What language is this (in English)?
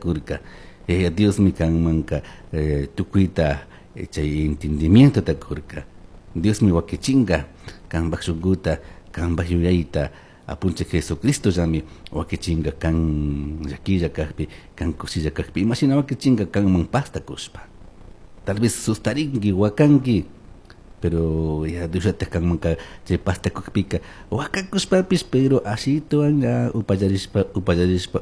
Chimborazo Highland Quichua